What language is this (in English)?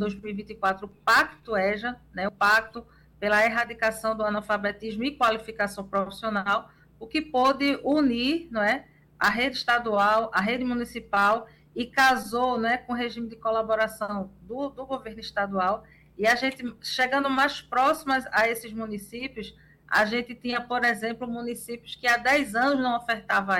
Portuguese